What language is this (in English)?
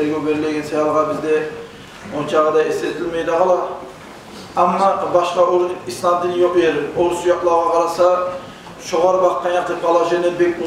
Kumyk